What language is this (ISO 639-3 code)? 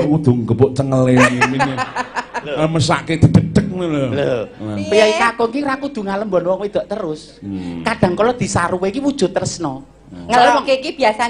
jav